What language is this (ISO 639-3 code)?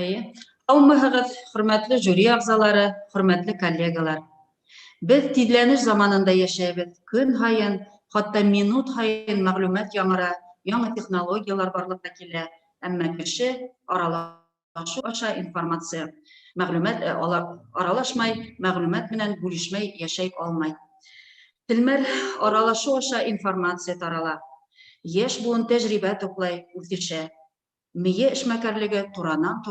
bak